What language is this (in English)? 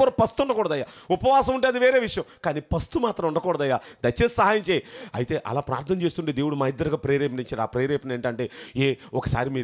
Telugu